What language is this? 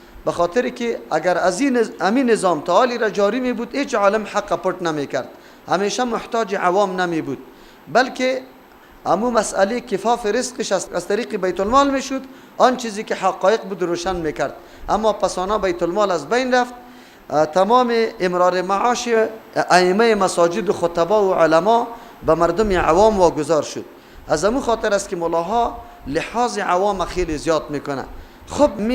Persian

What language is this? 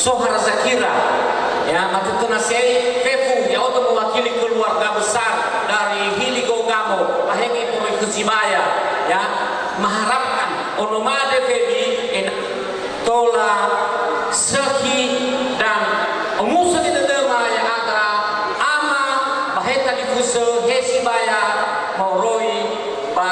Nias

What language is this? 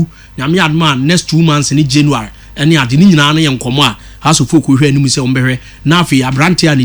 Akan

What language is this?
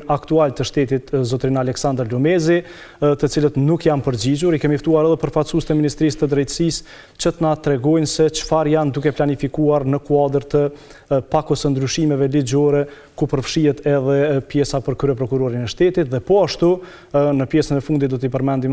Albanian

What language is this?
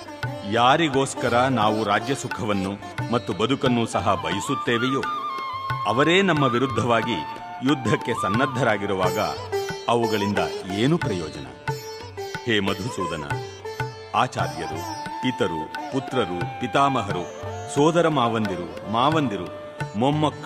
Kannada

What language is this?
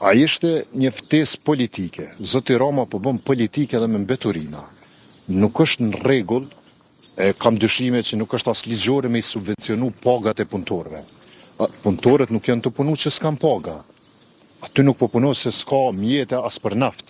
Albanian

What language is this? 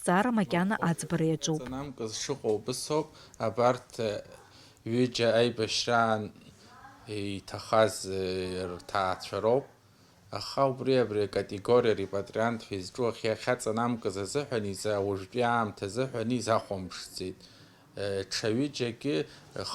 Abkhazian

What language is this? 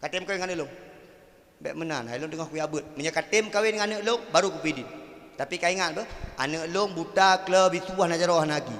Achinese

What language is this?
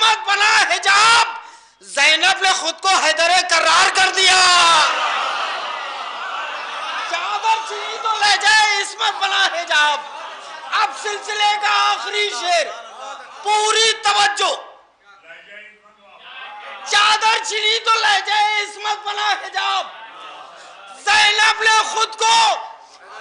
Urdu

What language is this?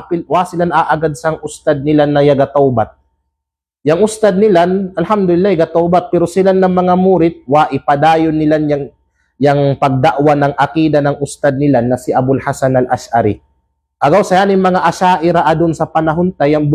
Kalagan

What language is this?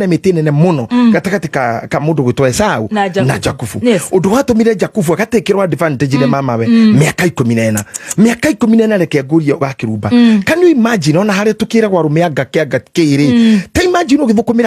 Kikuyu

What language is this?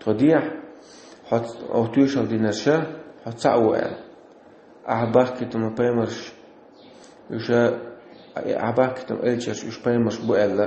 Chechen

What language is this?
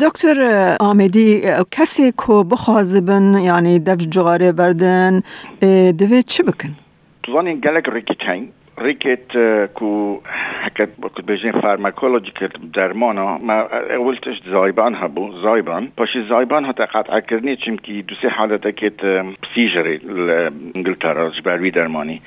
Kurdish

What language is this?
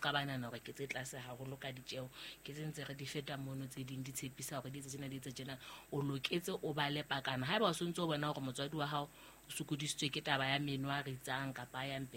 Southern Sotho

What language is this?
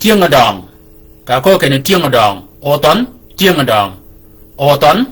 Shilluk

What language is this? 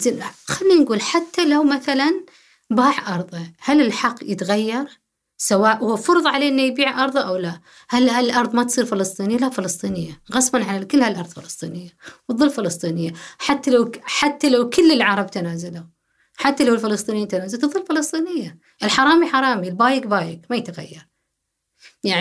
Gulf Arabic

